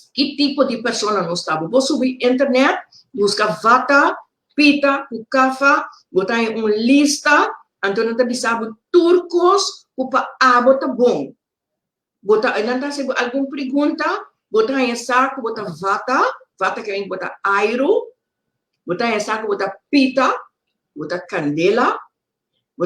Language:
Papiamento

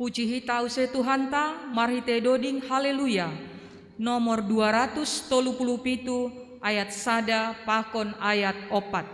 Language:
Batak Simalungun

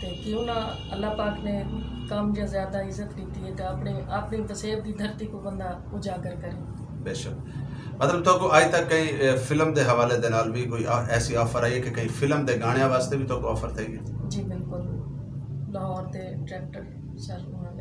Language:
Saraiki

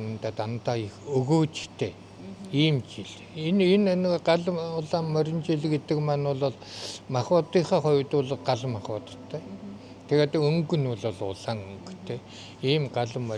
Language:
Mongolian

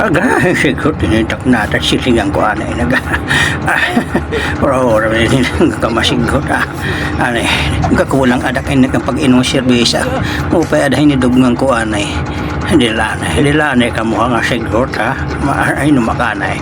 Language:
Waray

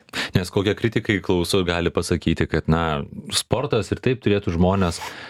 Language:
Lithuanian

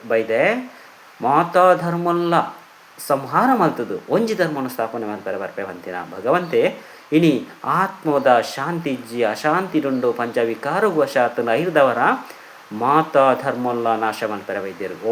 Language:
Tulu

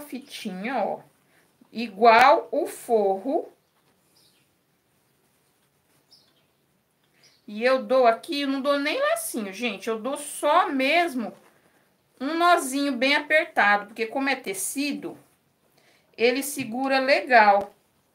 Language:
Portuguese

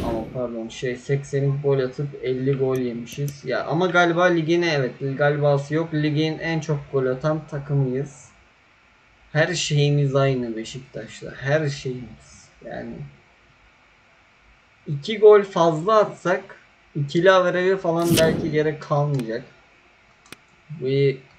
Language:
Turkish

